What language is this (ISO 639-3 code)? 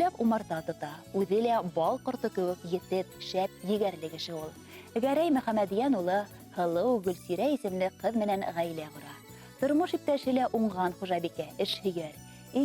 bak